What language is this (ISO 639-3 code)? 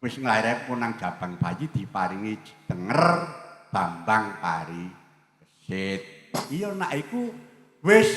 jav